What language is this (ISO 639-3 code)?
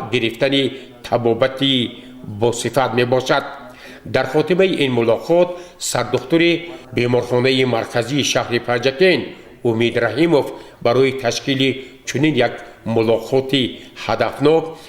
tgk